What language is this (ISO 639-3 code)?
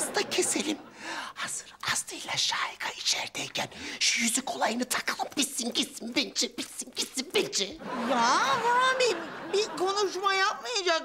tur